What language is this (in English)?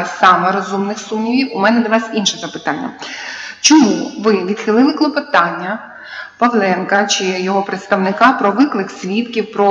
Ukrainian